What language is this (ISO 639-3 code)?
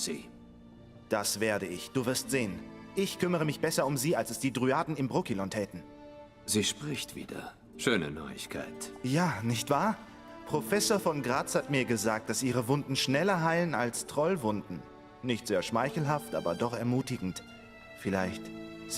gsw